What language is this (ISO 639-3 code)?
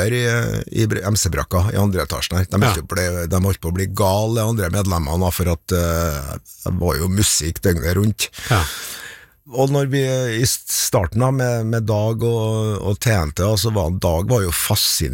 nor